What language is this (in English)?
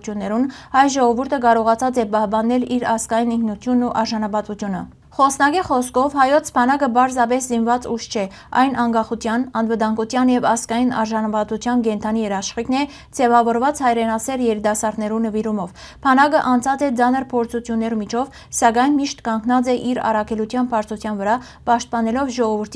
Western Armenian